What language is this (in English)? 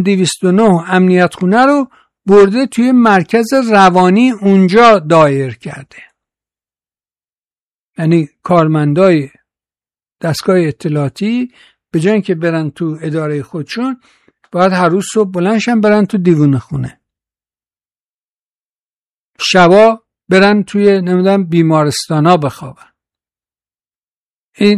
Persian